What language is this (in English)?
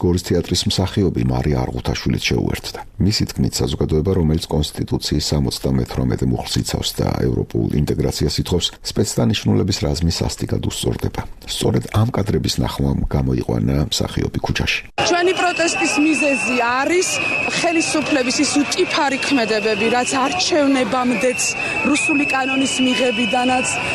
Georgian